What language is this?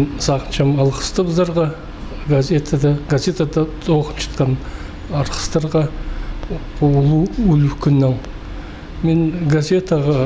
Khakas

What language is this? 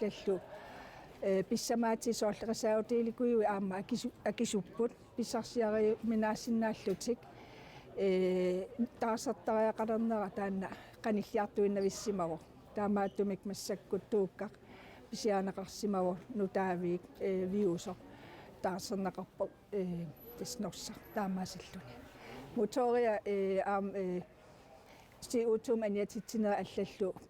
Kalaallisut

